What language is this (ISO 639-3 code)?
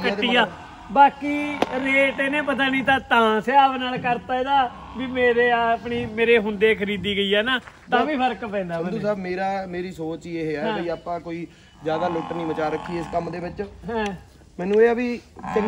pan